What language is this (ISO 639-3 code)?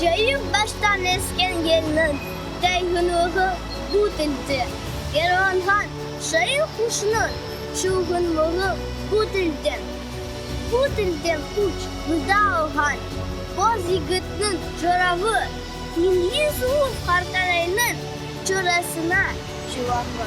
crh